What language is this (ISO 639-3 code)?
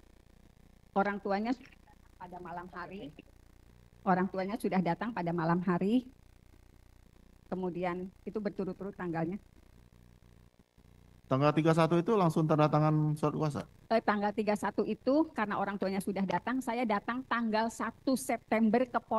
ind